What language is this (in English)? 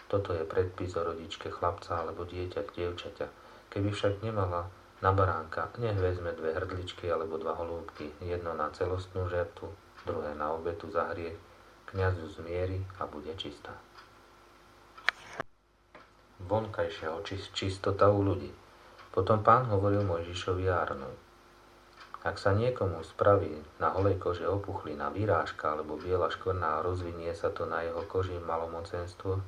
Slovak